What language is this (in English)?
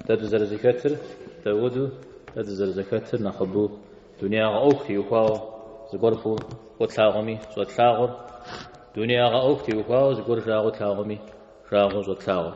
Kabardian